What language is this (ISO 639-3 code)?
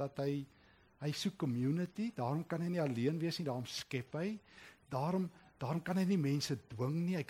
afr